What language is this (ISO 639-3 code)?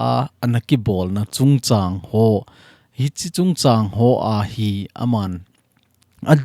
tcz